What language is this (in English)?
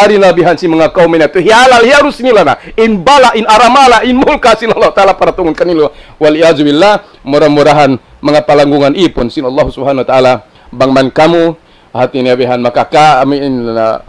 Tausug